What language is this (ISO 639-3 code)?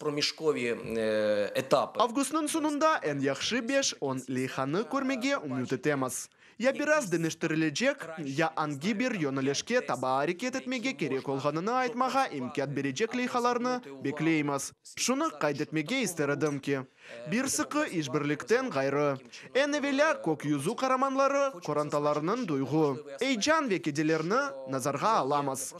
crh